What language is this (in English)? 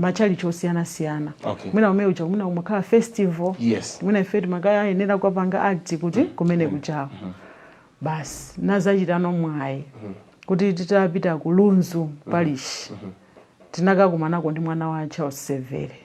Nyanja